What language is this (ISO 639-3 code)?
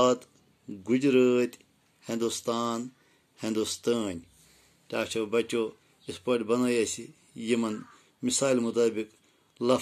kas